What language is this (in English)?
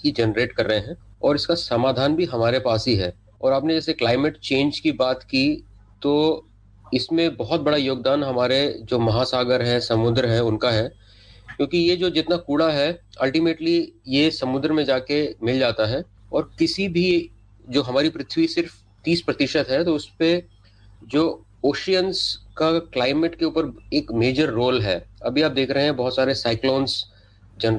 Hindi